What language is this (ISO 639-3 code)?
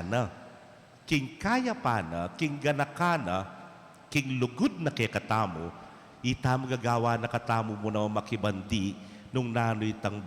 pam